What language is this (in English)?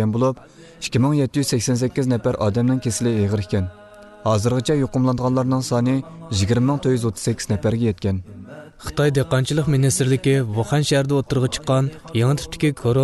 Uyghur